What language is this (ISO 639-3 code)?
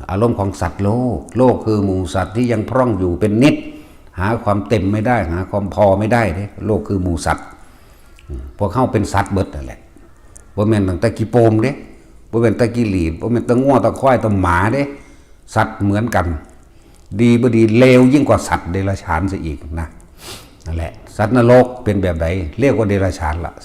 tts